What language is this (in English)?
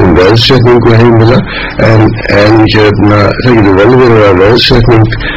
Icelandic